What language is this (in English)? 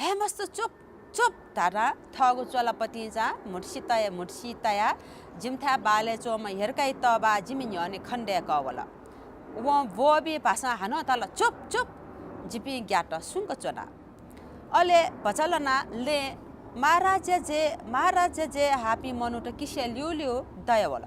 Newari